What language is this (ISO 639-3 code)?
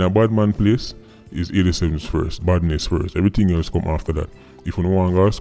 jam